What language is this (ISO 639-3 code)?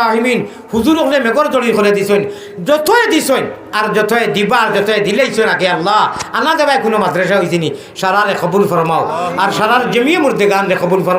syl